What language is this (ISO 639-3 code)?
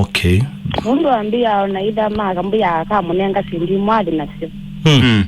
kam